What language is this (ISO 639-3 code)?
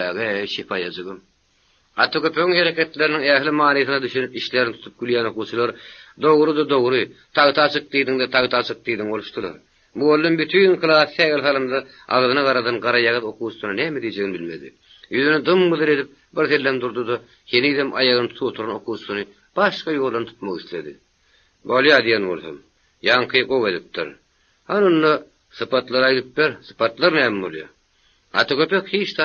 tuk